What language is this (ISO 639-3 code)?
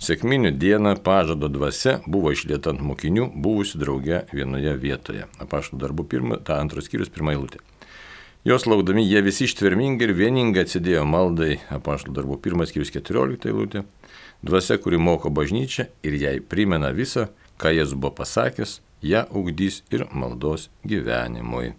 lit